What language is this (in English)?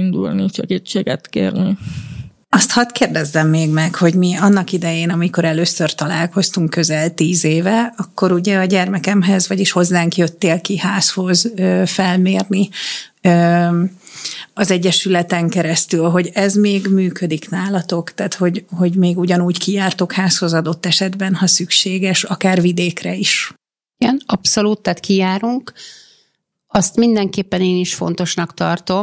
Hungarian